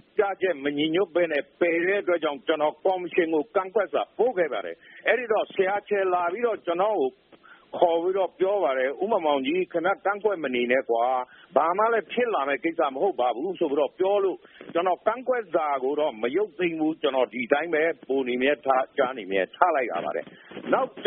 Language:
Burmese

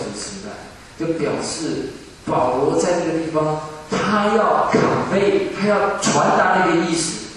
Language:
Chinese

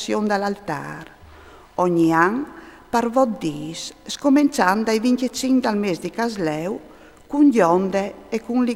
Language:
Friulian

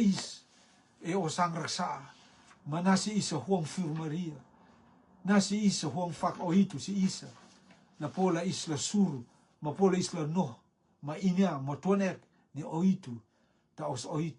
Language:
Rotuman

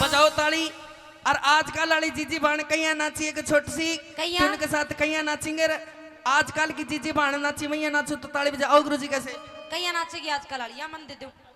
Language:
Haryanvi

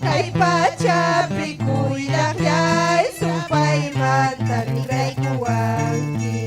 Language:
Ayacucho Quechua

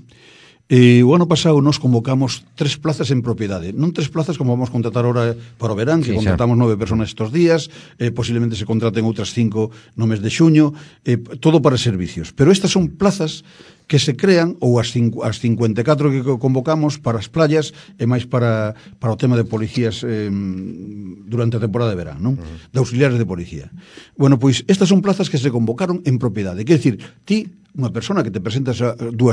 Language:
Galician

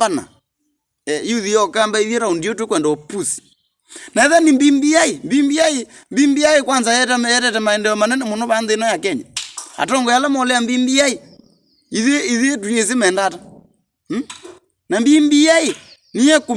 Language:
Kamba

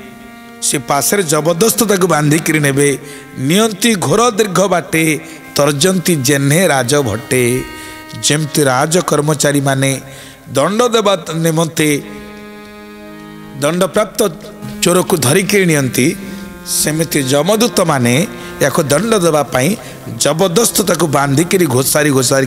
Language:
Odia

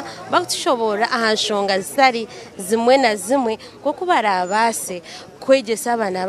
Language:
Nyankole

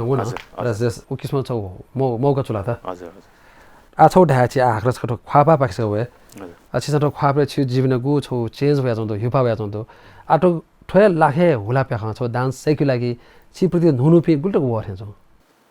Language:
Newari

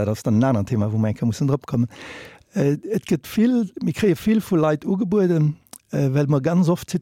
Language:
Luxembourgish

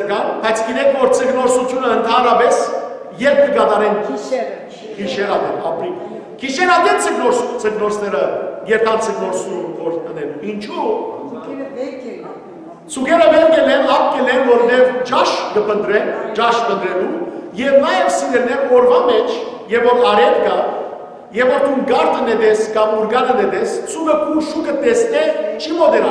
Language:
Western Armenian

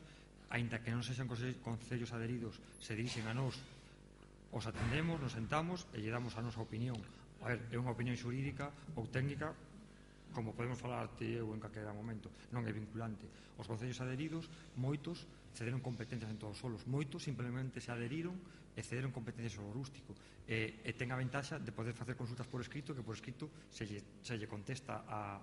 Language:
Galician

